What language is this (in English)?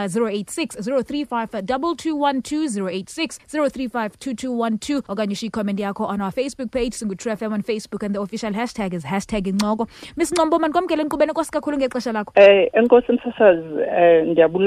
Xhosa